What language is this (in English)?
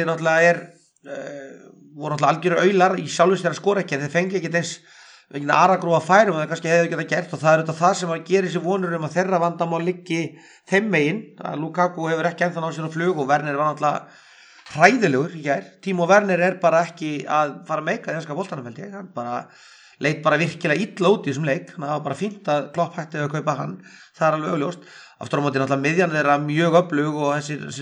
Icelandic